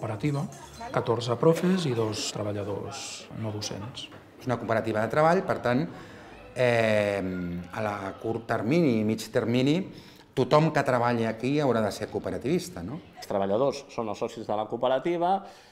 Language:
Catalan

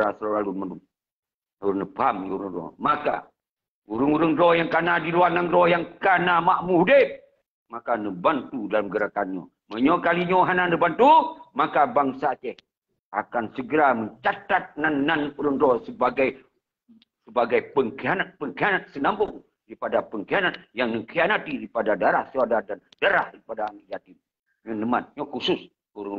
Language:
Achinese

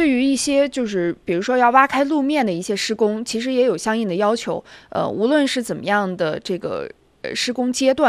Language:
Chinese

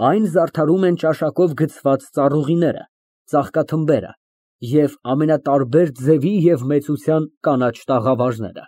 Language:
Armenian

